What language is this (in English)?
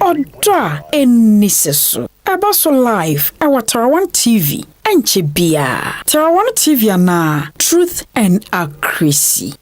Akan